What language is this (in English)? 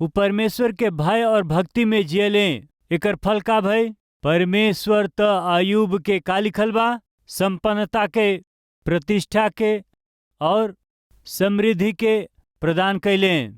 Bhojpuri